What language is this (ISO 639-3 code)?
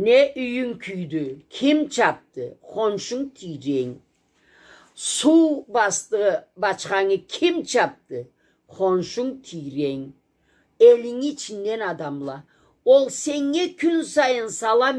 krc